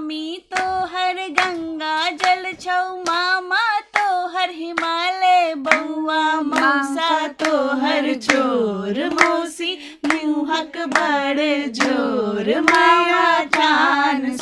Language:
Maithili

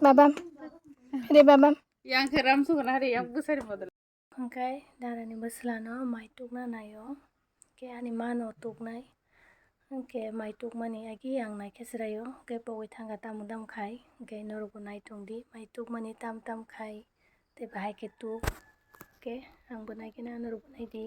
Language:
Kok Borok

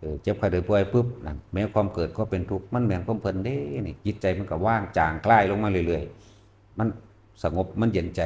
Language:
Northeastern Thai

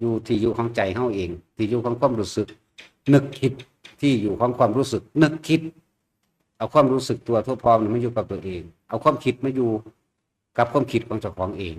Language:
Northeastern Thai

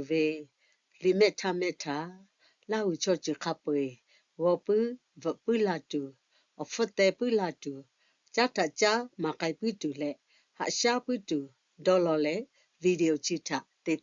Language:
Lahu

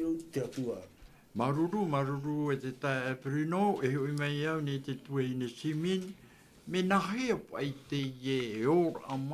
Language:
Tahitian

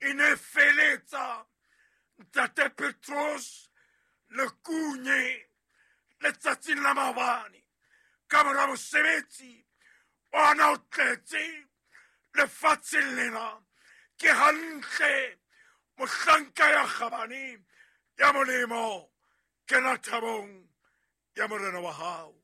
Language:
Southern Sotho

